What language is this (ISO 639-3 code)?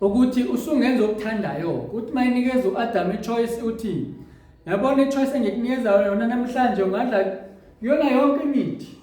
zul